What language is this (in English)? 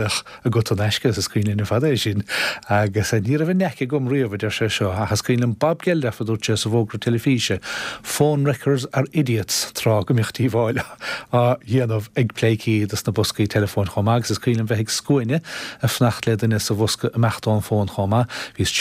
Irish